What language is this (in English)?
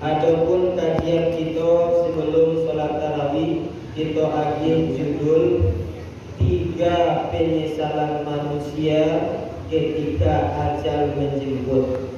Minangkabau